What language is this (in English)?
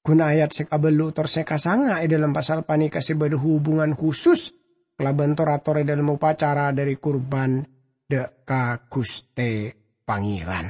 Madurese